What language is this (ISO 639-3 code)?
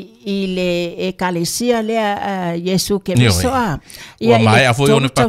smo